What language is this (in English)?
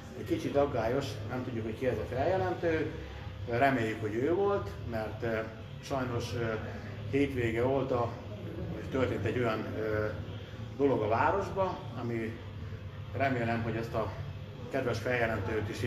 Hungarian